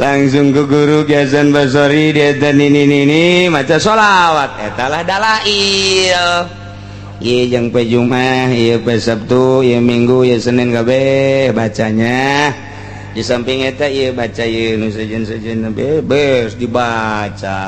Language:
Sundanese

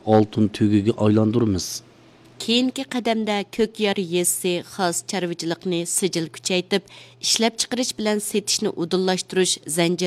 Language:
Uyghur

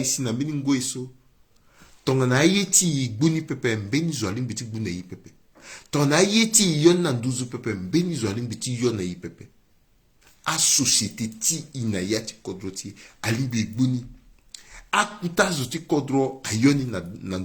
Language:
Sango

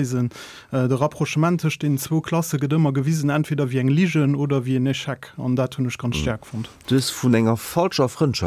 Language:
Luxembourgish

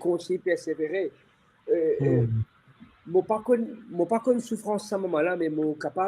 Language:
Morisyen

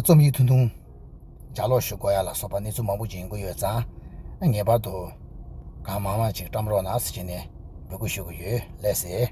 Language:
Tibetan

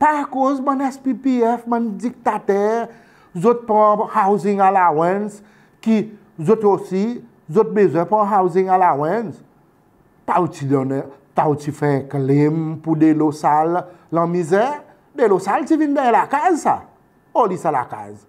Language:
Seselwa Creole French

